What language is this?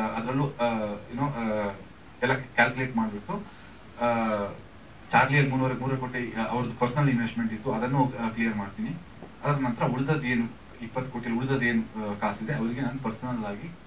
Kannada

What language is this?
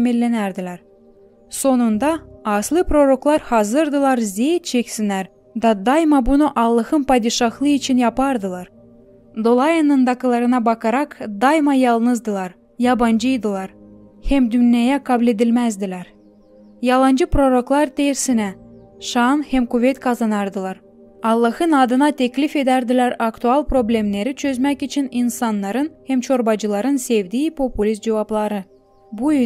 Gagauz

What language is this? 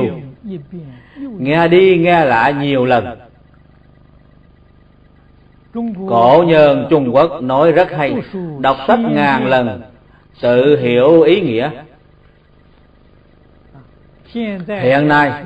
Vietnamese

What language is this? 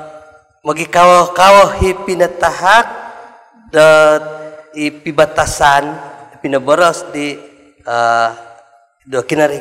Central Dusun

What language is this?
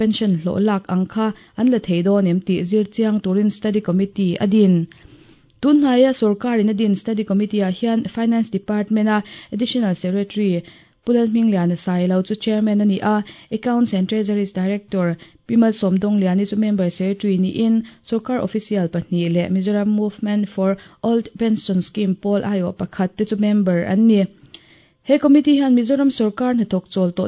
Mizo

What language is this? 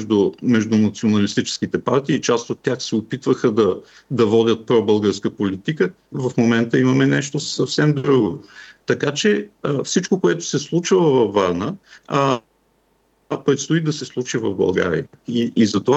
Bulgarian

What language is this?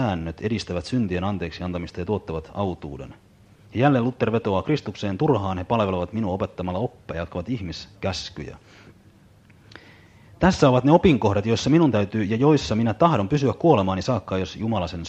Finnish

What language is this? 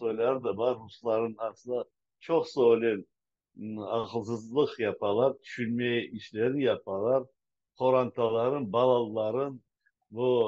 Crimean Tatar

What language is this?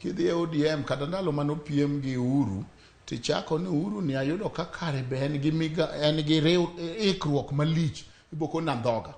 Luo (Kenya and Tanzania)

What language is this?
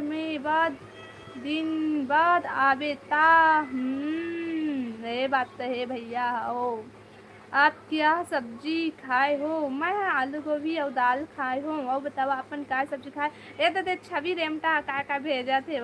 Chhattisgarhi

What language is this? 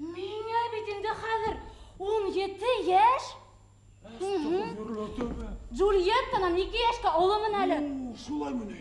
Bashkir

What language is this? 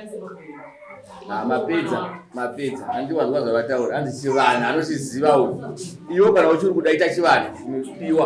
Shona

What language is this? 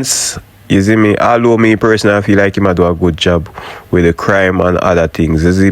Jamaican Creole English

